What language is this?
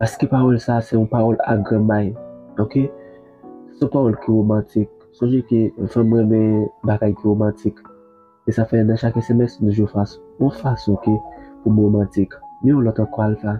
Haitian Creole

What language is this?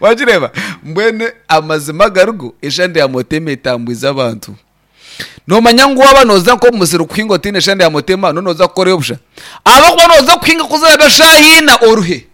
Nyankole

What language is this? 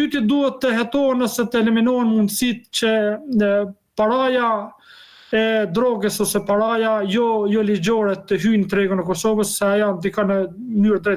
Albanian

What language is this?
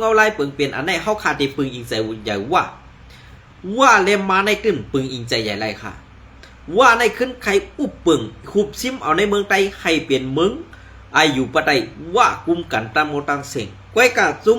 Shan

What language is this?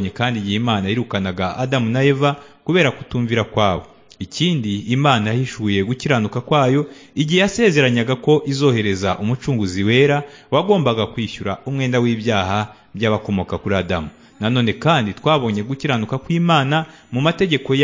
Kinyarwanda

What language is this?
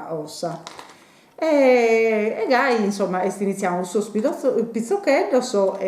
Sardinian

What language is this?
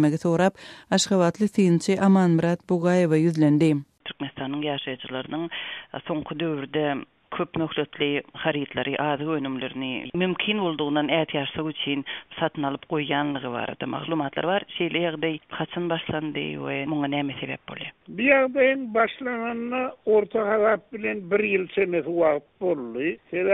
Turkmen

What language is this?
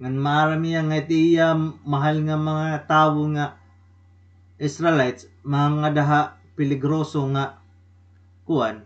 Waray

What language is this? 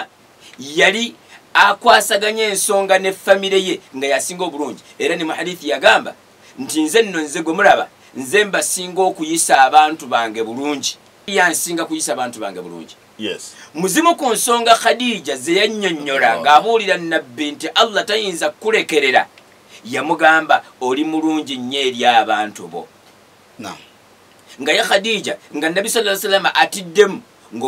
Ganda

